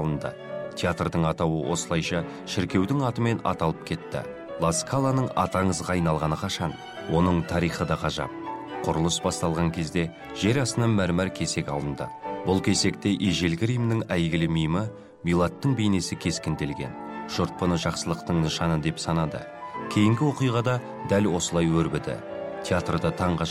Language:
Kazakh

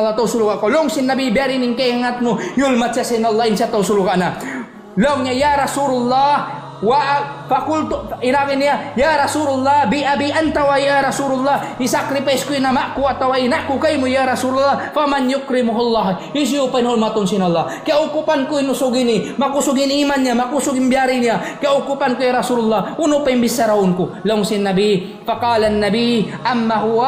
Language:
Tausug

